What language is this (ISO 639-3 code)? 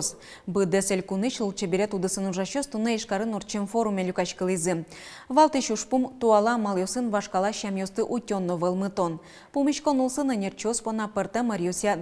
udm